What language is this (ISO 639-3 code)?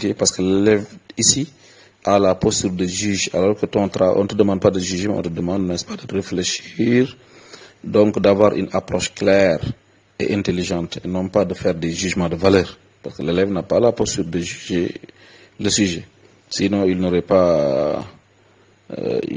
fra